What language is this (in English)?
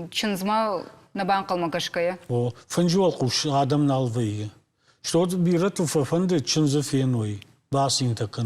Ossetic